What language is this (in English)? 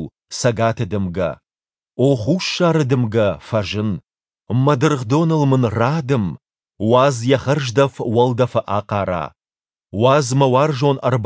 Ossetic